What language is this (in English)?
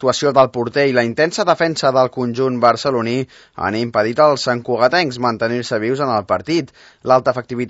Catalan